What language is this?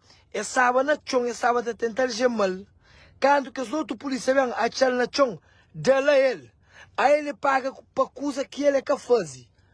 Kabuverdianu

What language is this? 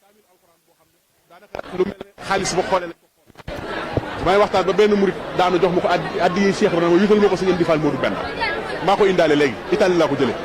Wolof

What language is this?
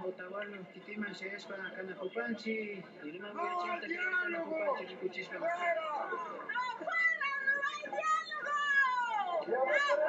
Imbabura Highland Quichua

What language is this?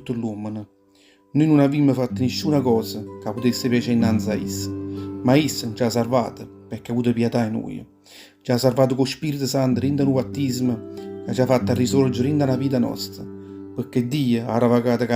Neapolitan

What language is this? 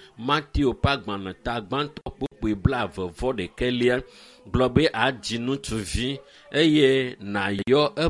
Ewe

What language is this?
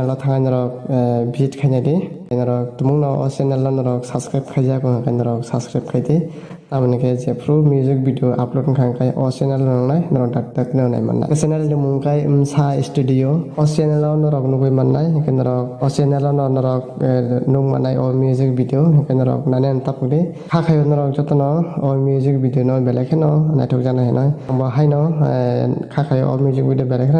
Kok Borok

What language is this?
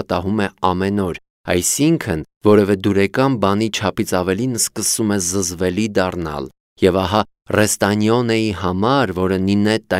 Armenian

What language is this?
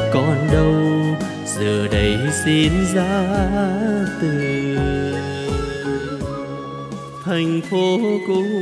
Vietnamese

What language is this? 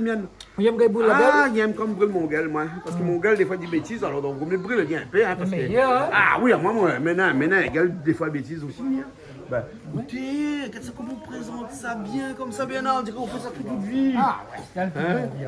Réunion Creole French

